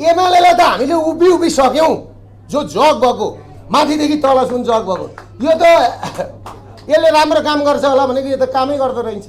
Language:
Nepali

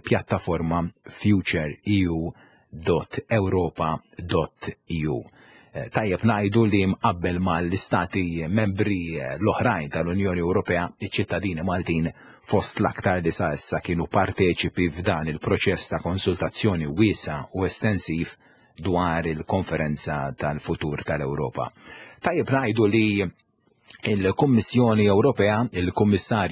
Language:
Maltese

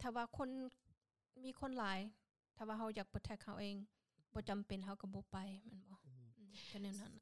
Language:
Lao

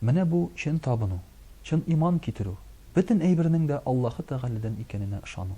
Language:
Tatar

